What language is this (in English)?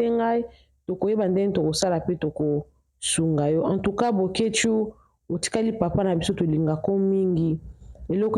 Lingala